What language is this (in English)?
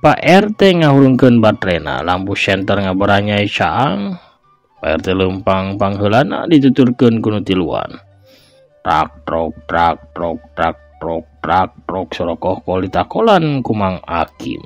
Sundanese